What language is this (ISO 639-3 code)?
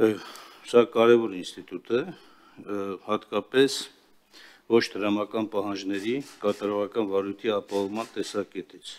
hye